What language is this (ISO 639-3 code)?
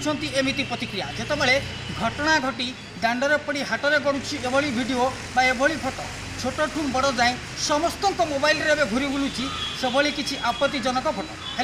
ori